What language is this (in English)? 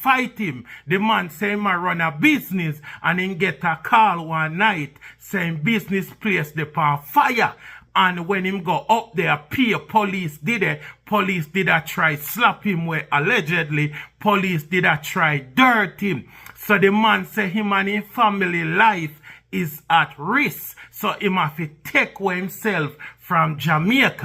Jamaican Creole English